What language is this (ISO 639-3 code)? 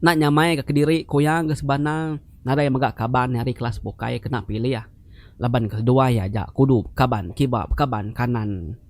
iba